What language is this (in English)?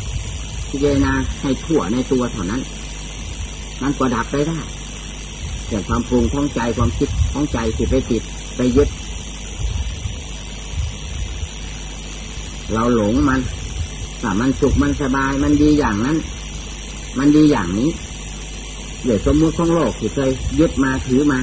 Thai